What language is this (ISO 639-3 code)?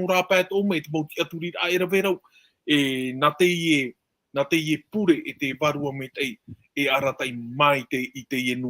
tah